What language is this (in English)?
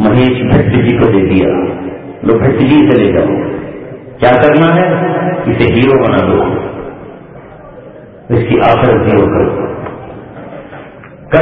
Urdu